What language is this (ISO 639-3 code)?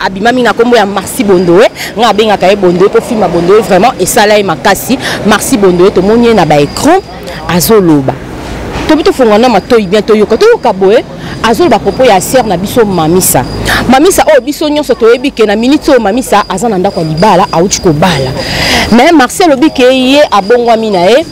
lin